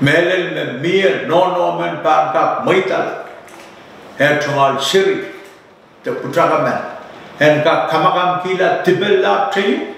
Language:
Pohnpeian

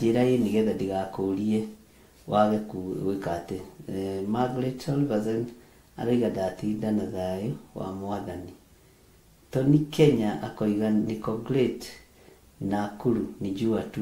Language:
Kikuyu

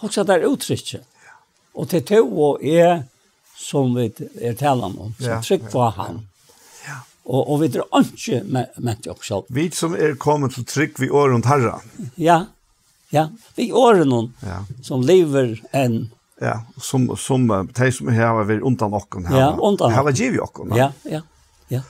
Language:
Faroese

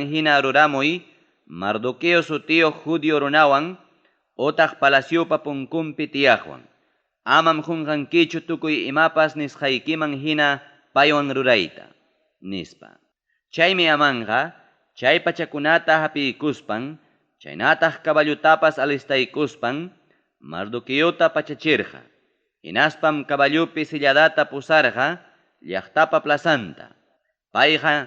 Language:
Ayacucho Quechua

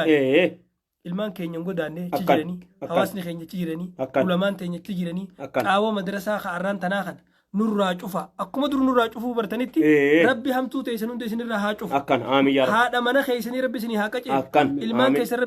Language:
Oromo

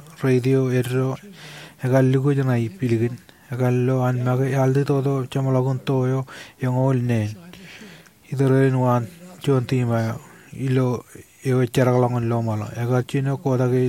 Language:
Marshallese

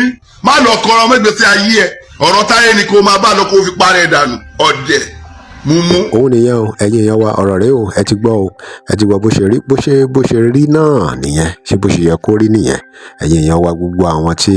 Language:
Yoruba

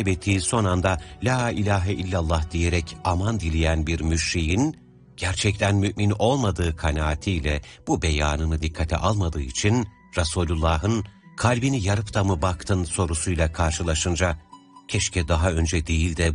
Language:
Turkish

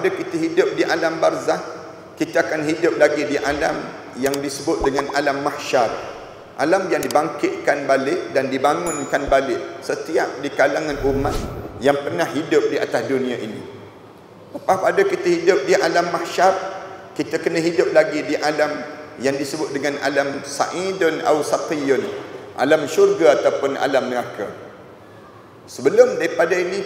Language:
Malay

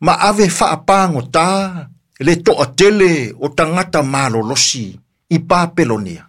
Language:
Samoan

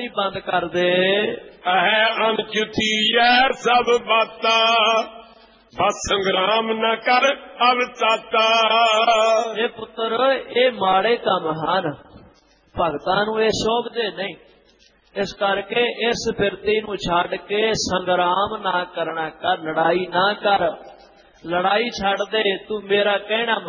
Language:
Punjabi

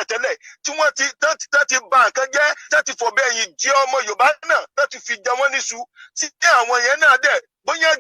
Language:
Yoruba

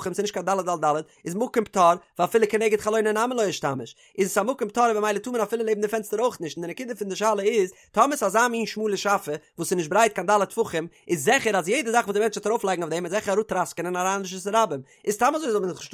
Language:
Yiddish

